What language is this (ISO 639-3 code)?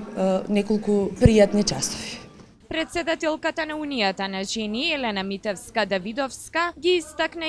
mkd